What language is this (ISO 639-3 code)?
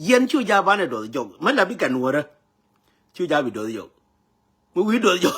nus